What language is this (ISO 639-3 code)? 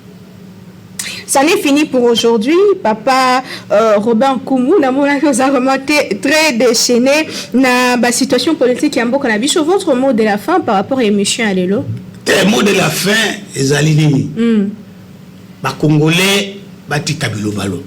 lin